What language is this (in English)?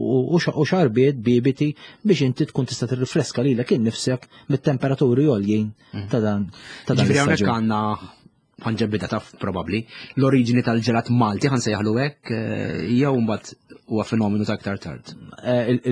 Maltese